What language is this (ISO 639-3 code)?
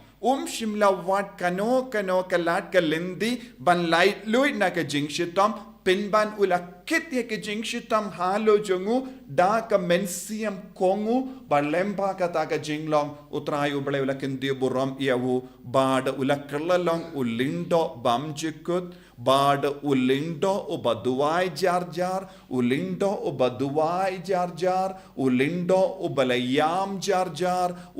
kha